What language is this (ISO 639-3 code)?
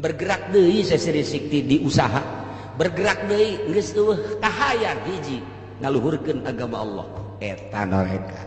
sun